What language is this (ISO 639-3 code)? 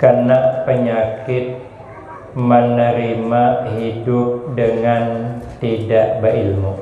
bjn